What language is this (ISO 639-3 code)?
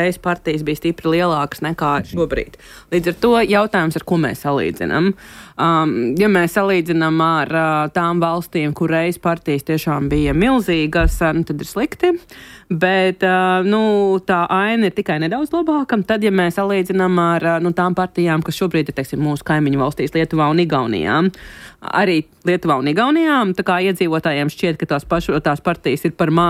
lav